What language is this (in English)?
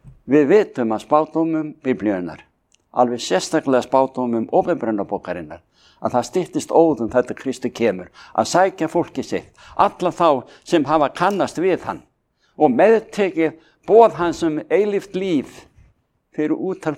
Icelandic